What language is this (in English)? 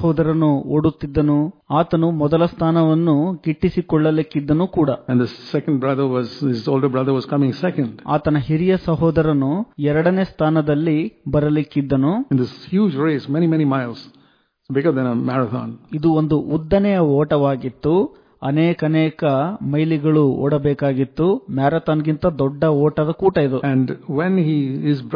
Kannada